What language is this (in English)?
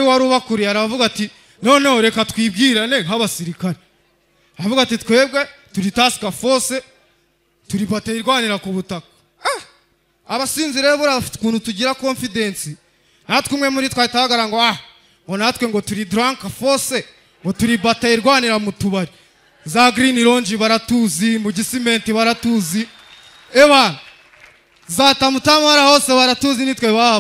Kinyarwanda